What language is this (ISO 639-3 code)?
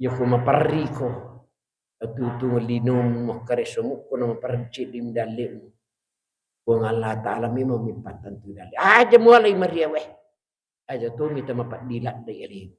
bug